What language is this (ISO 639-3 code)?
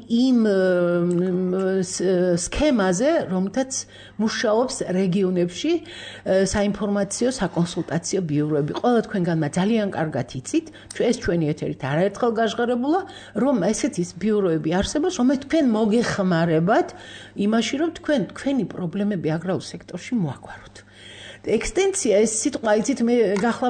kat